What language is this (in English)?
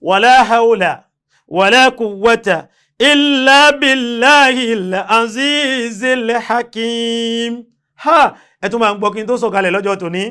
Yoruba